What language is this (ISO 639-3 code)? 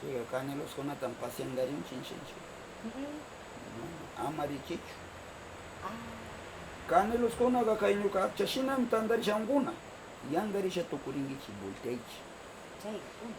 qvz